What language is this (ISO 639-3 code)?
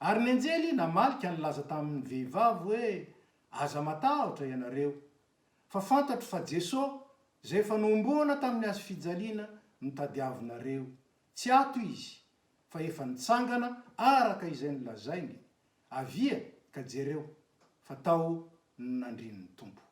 mlg